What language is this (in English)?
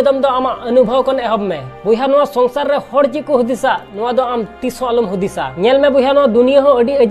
Santali